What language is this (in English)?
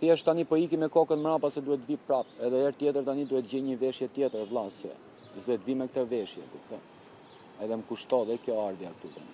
Albanian